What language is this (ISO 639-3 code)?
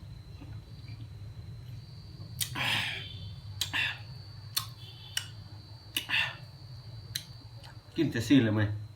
lao